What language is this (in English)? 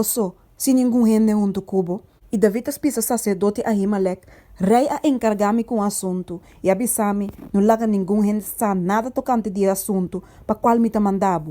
Papiamento